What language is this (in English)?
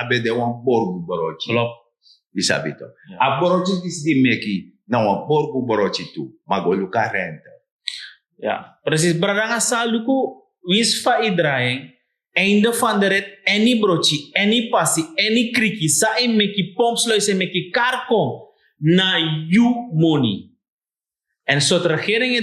Sranan Tongo